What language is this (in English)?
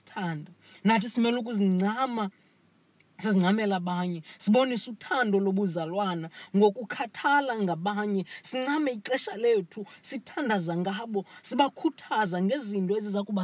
Xhosa